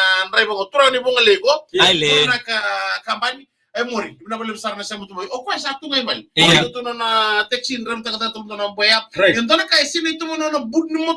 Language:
Fijian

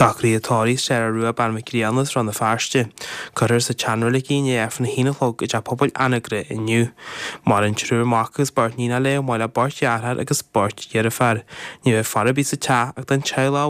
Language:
Irish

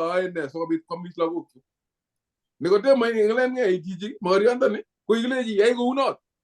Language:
Kalenjin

